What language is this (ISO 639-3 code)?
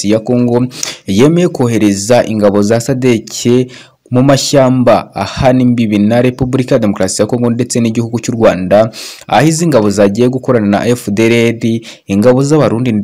kin